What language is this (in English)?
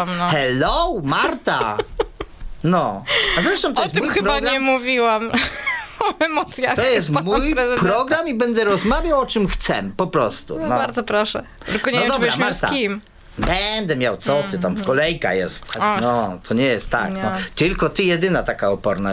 Polish